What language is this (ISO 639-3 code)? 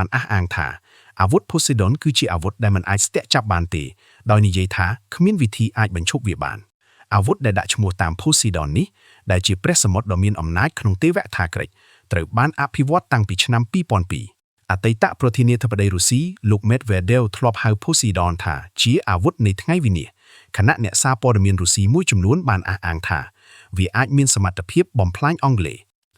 khm